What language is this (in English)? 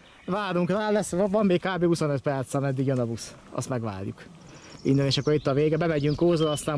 Hungarian